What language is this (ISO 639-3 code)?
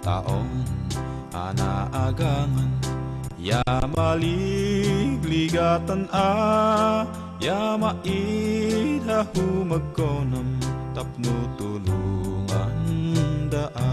ifk